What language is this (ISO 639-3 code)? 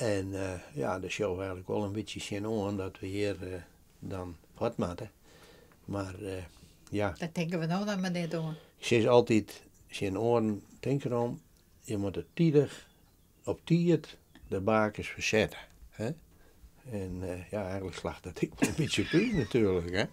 fry